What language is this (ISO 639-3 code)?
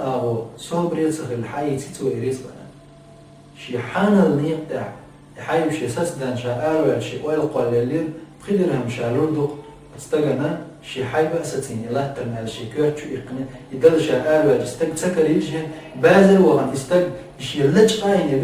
che